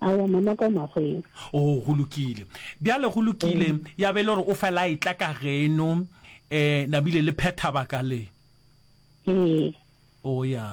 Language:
Northern Sotho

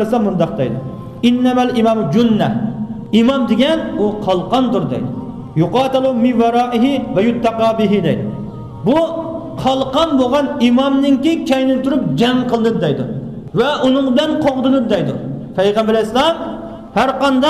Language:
Uyghur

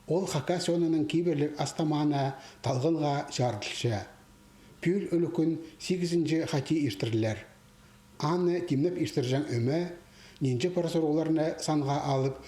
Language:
Khakas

